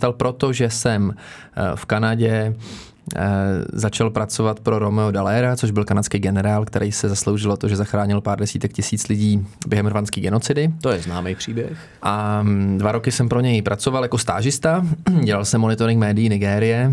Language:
Czech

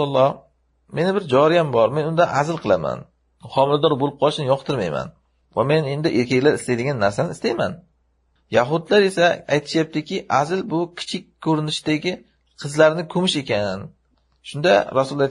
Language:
Uzbek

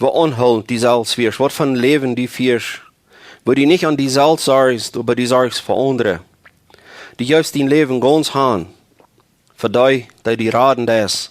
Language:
Plautdietsch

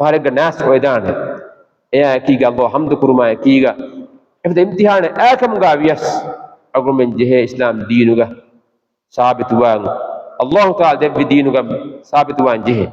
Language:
Divehi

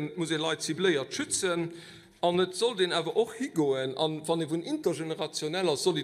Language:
Luxembourgish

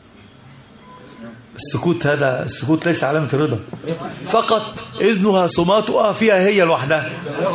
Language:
Arabic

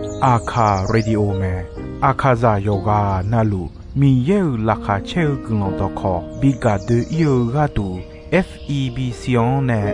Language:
Akha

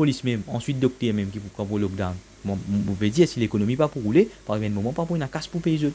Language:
Morisyen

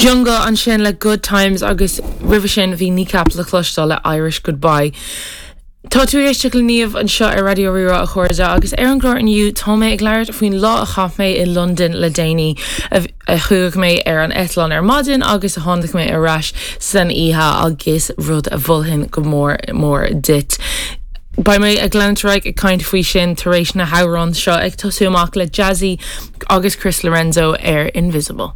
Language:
Irish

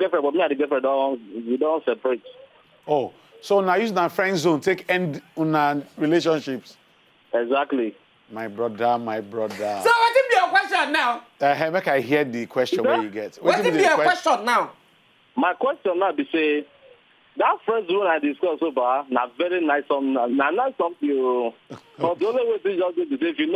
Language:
Nigerian Pidgin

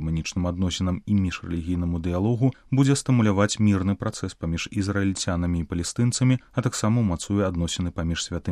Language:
Belarusian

